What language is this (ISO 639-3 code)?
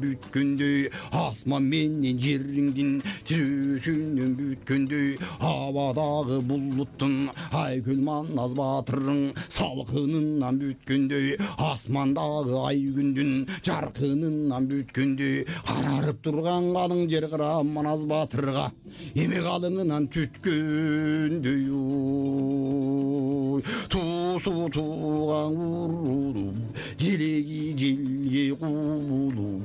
kir